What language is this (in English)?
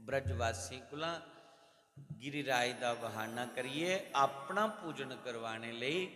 Dogri